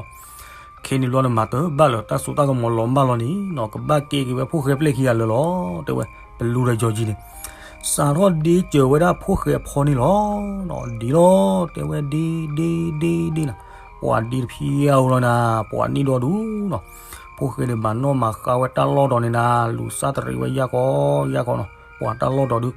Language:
S'gaw Karen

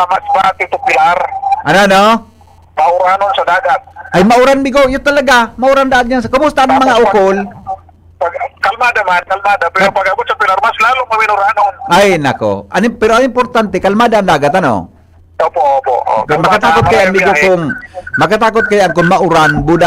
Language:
Bikol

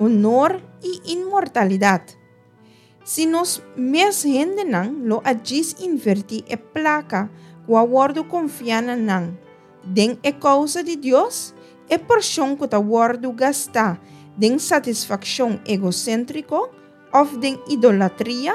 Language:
Papiamento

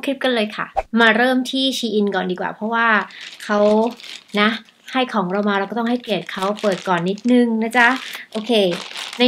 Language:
Thai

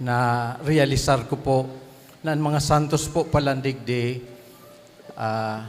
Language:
Bikol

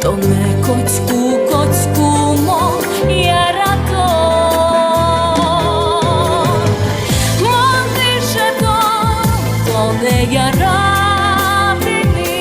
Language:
Udmurt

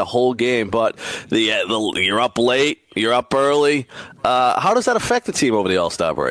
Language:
English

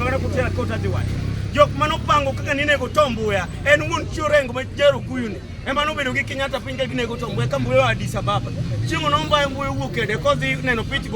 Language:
Luo (Kenya and Tanzania)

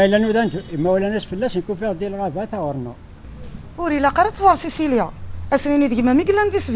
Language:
Kabyle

